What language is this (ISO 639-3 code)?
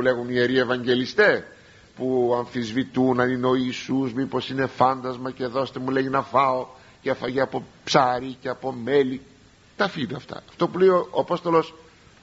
ell